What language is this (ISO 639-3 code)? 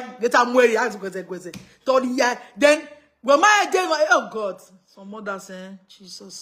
pcm